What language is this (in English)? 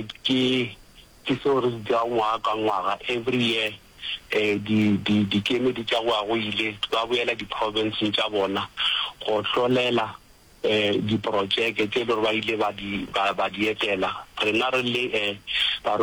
Northern Sotho